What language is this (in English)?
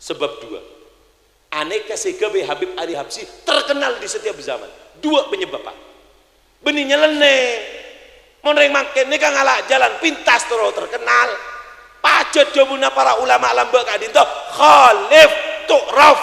Madurese